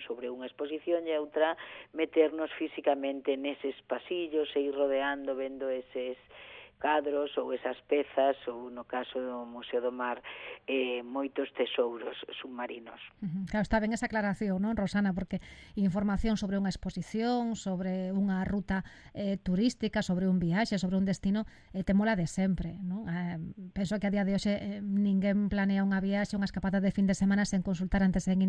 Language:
Galician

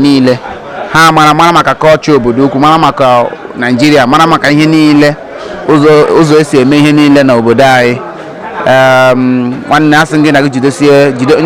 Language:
Igbo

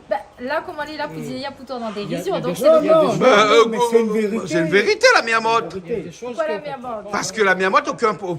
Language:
Réunion Creole French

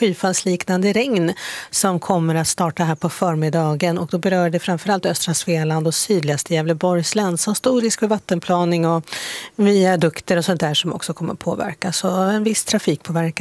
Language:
Swedish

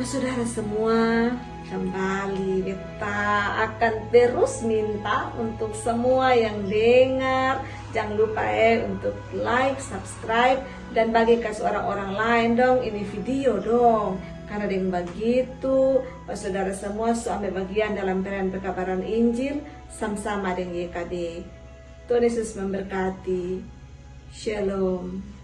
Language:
Kupang Malay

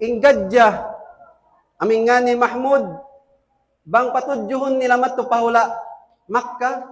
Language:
Tausug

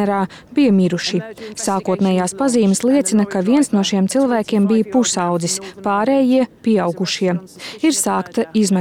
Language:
Latvian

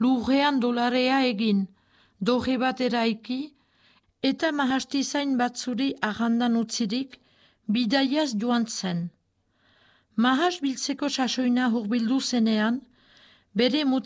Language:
Basque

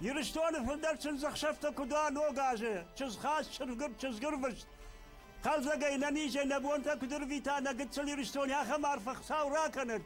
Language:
Ossetic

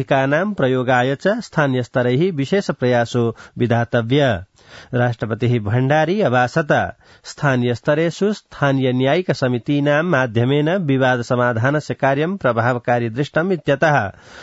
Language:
Sanskrit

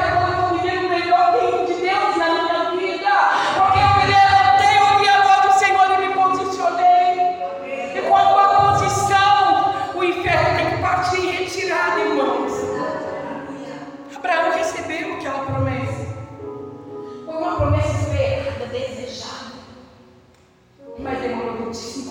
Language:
Portuguese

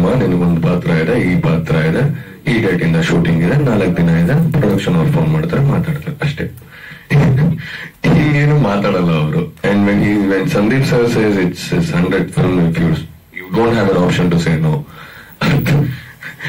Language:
Kannada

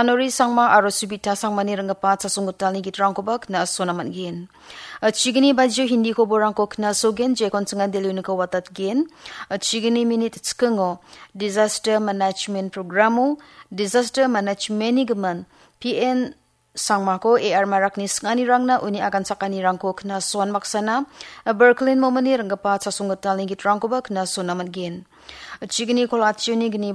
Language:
Garo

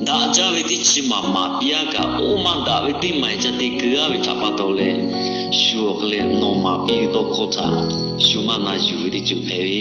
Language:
Lahu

